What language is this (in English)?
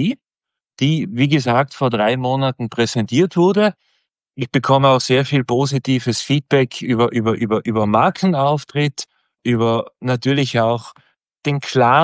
German